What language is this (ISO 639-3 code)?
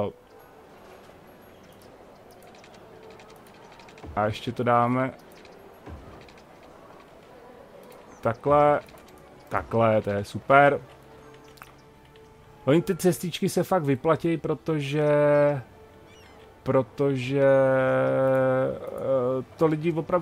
ces